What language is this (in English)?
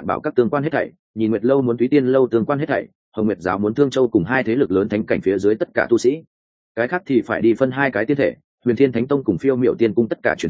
Vietnamese